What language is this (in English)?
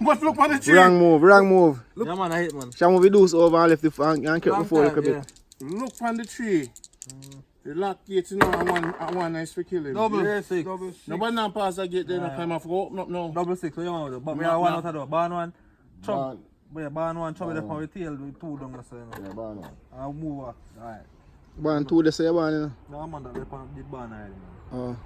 Jamaican Creole English